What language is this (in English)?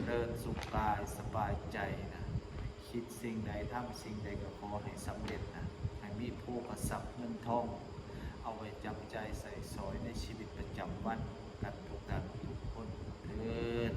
Lao